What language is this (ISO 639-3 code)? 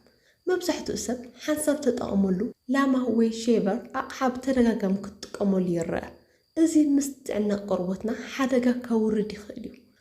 tir